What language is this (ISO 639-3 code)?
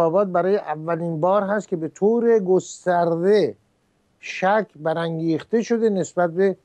fas